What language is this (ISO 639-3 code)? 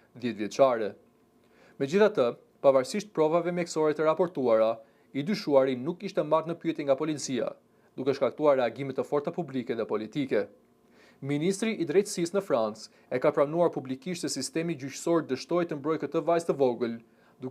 sqi